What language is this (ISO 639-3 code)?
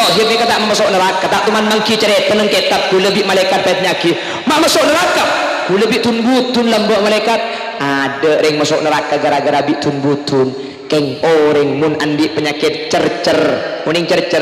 mad